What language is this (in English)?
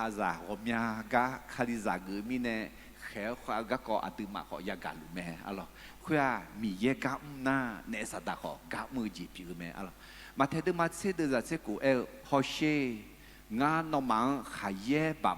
Akha